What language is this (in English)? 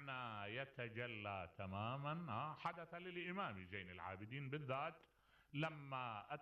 Mesopotamian Arabic